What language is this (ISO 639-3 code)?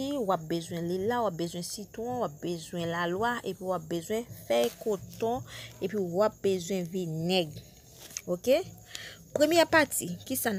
hat